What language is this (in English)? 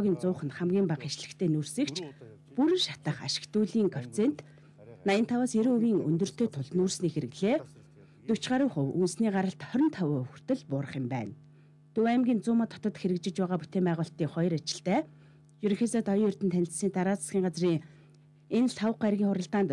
Mongolian